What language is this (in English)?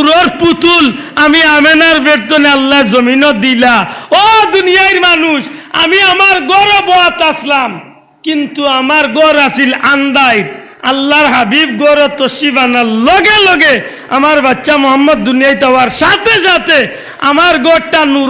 Sylheti